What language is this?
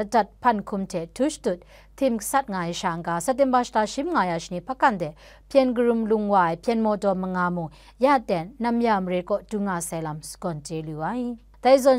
Kachin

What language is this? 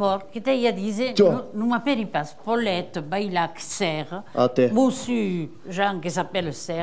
Occitan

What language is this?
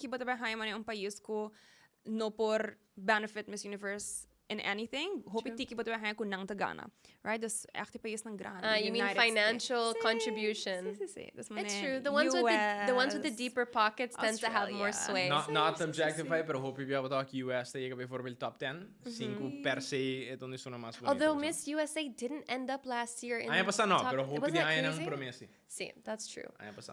Papiamento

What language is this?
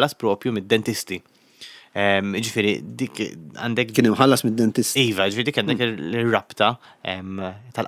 Maltese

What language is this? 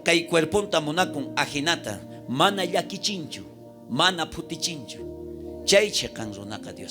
South Bolivian Quechua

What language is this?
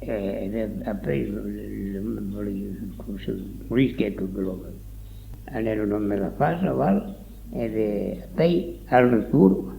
Occitan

